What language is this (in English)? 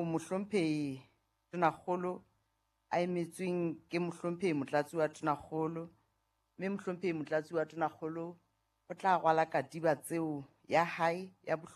Southern Sotho